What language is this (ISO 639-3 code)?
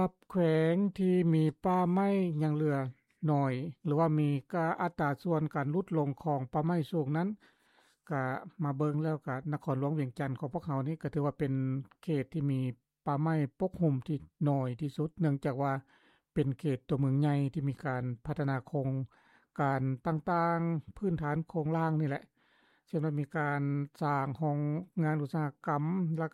lao